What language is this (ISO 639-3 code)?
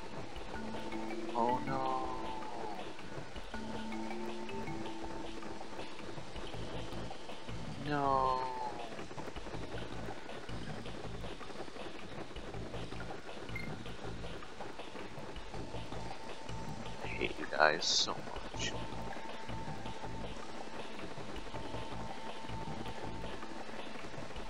eng